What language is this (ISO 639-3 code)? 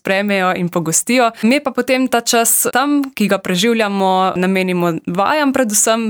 slv